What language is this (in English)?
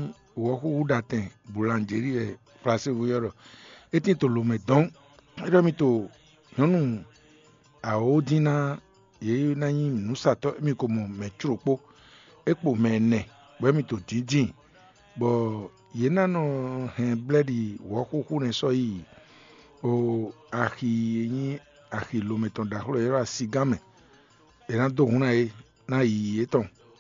Fon